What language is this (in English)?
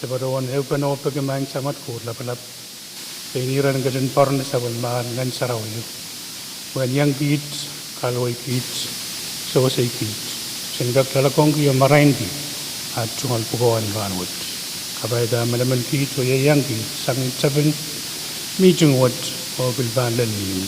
Pohnpeian